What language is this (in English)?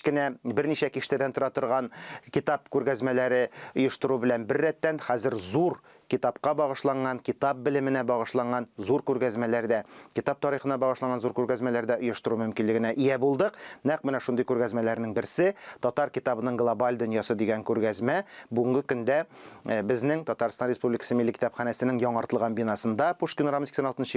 Tatar